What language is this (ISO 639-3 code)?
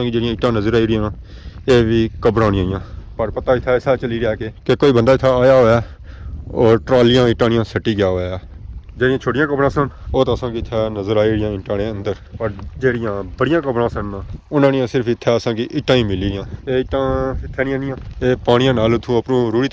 phr